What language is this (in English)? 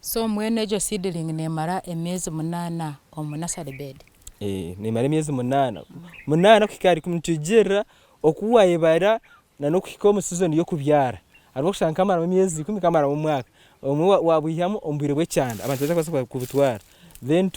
Nyankole